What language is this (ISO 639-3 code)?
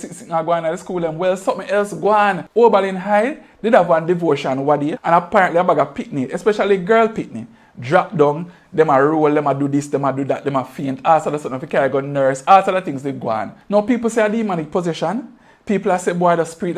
jam